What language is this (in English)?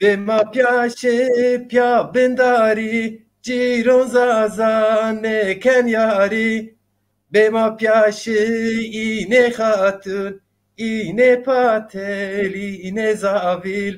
Zaza